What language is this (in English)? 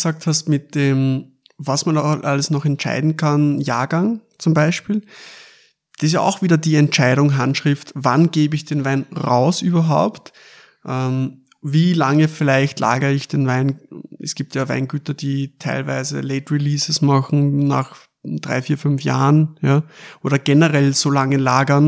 German